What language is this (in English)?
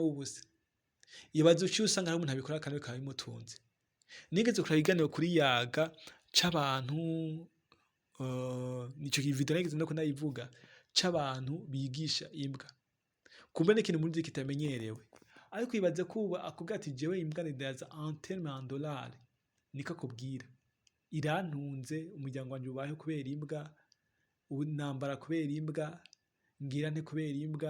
Rundi